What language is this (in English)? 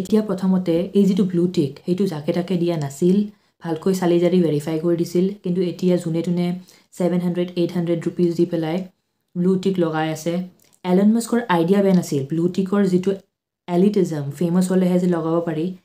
Assamese